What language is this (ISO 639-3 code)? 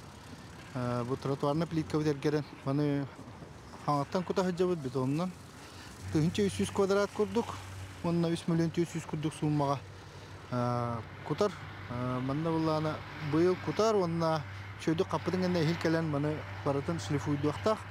sah